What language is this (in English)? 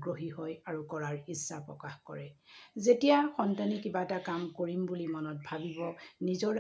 Assamese